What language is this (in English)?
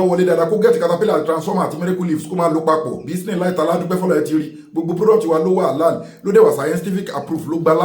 Yoruba